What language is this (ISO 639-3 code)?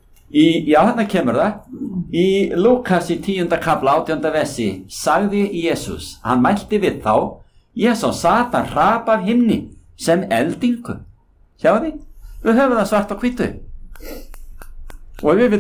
isl